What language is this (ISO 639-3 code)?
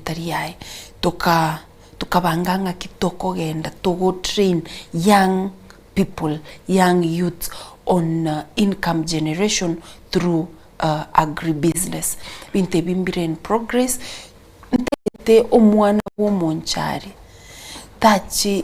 guz